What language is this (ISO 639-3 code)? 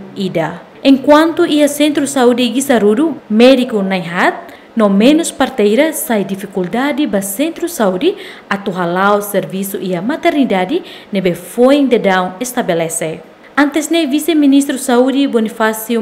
tet